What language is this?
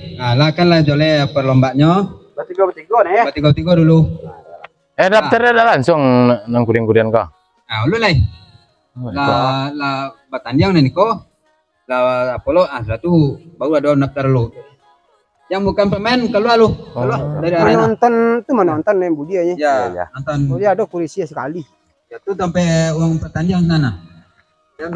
Minangkabau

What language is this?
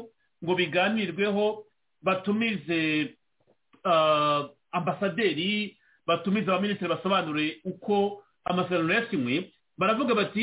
Kinyarwanda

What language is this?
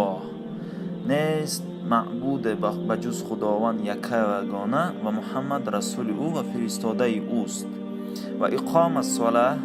Tajik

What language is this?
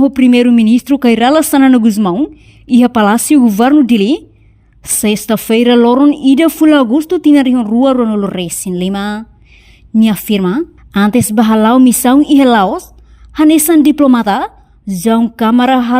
Tetum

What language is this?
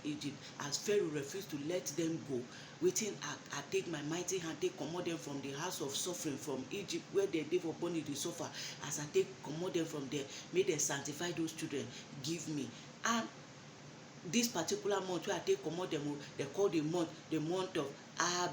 Nigerian Pidgin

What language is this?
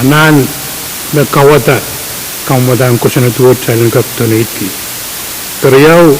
Pohnpeian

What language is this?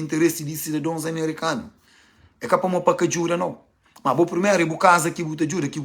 Kabuverdianu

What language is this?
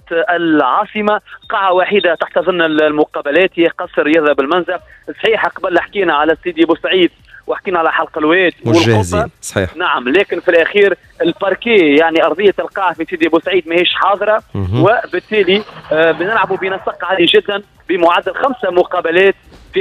Tunisian Arabic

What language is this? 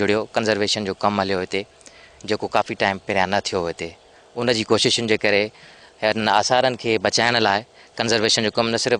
Sindhi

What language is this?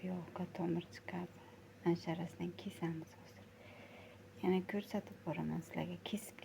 Uzbek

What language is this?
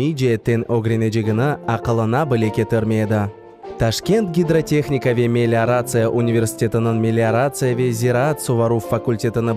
Crimean Tatar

